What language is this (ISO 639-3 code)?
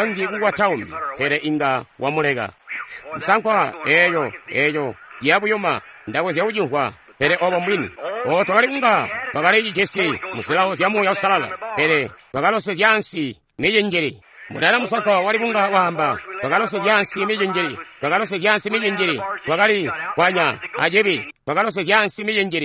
toi